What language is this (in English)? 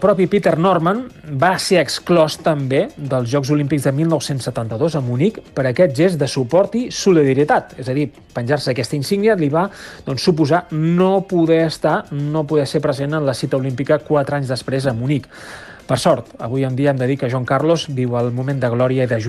Catalan